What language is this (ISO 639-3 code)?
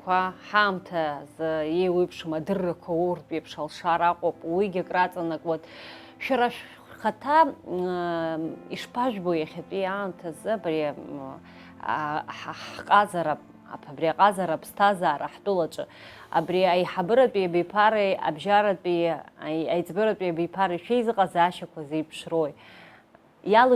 abk